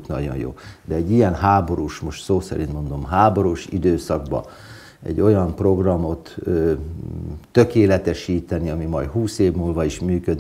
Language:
Hungarian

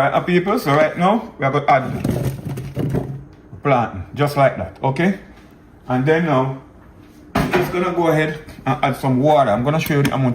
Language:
Jamaican Creole English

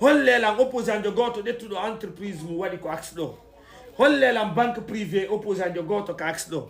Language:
Fula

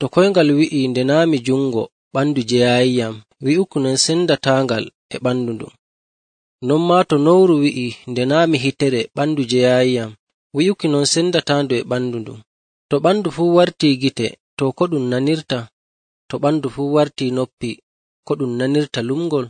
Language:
Nigerian Fulfulde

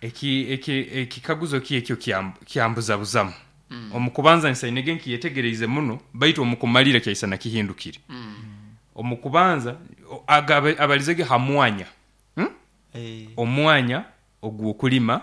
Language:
Nyoro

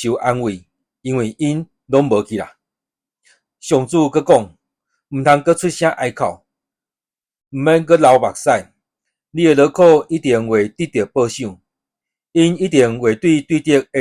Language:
Min Nan Chinese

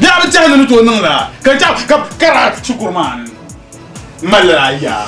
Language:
Dagbani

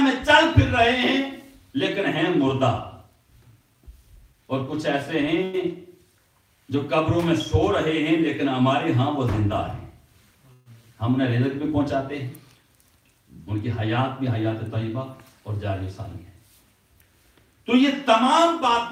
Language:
Urdu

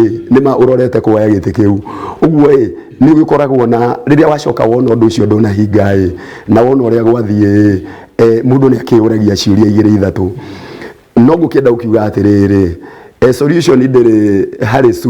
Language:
Kikuyu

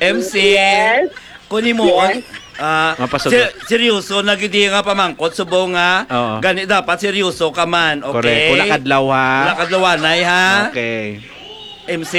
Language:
Hiligaynon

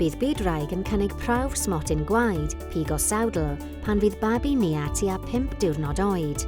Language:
Welsh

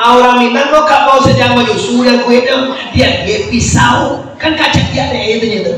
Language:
Minangkabau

